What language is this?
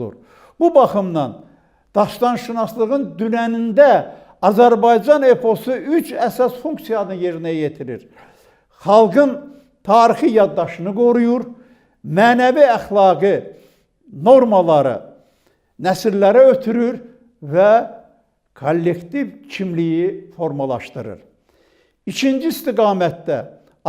Azerbaijani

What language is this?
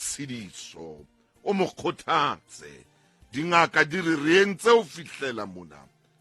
Southern Sotho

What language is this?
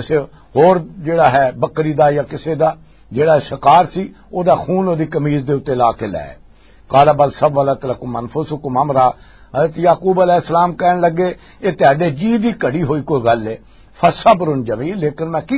Western Panjabi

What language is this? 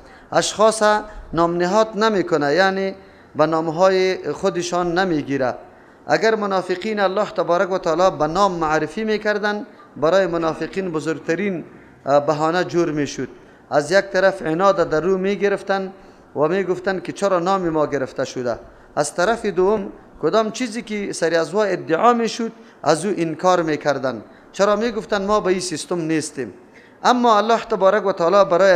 Persian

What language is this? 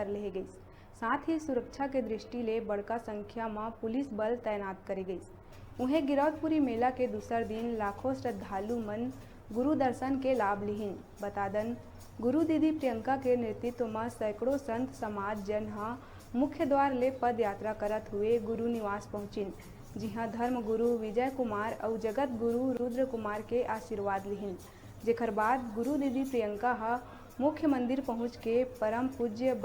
Chhattisgarhi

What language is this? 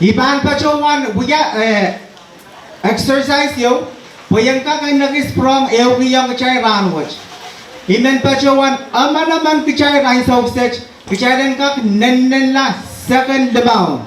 Pohnpeian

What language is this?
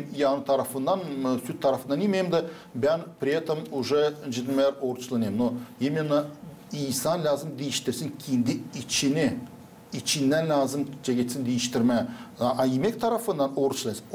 Gagauz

